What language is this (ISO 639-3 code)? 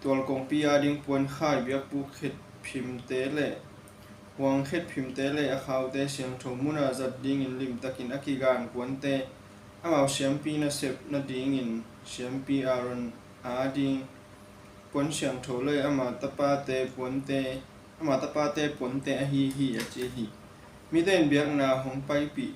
ctd